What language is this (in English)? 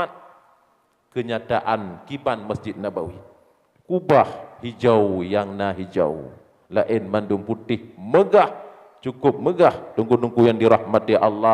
Achinese